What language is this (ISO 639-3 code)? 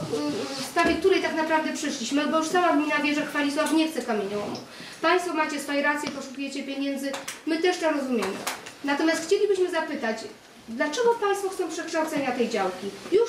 pol